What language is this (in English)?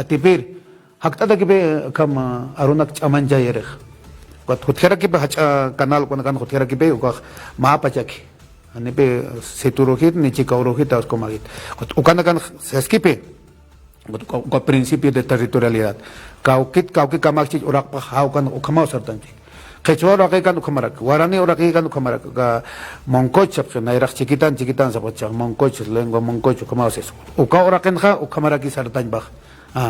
Aymara